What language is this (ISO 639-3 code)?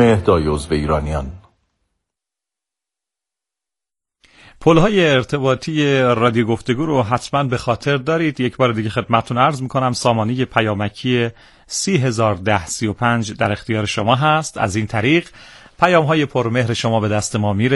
fas